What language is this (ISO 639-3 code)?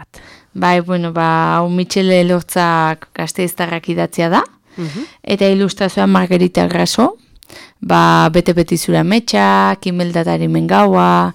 eus